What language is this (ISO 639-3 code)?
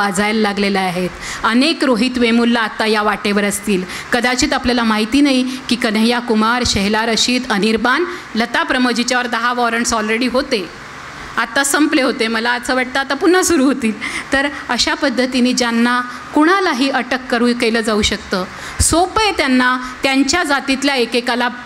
mar